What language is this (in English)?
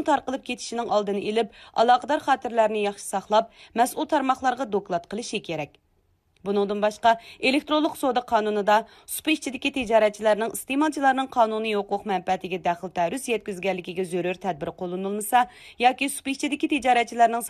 Uyghur